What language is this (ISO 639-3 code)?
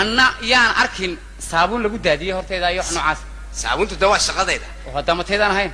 som